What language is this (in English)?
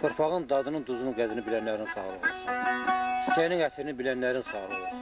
Azerbaijani